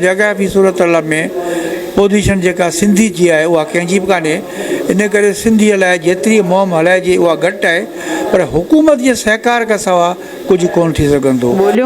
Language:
Sindhi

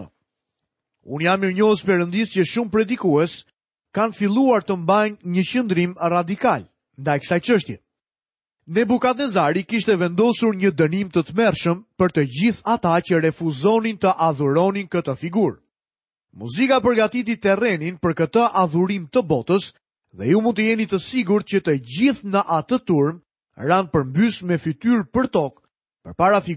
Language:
Albanian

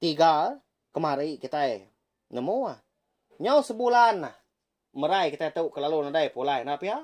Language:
Iban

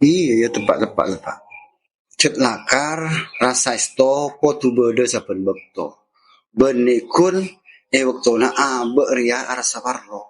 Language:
Madurese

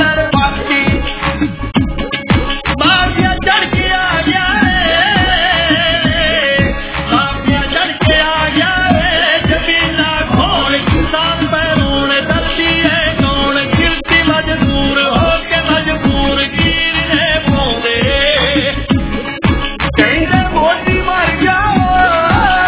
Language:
Punjabi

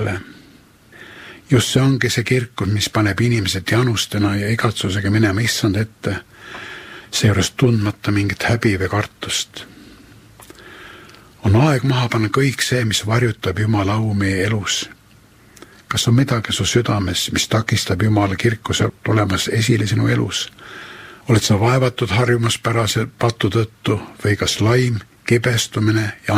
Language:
Estonian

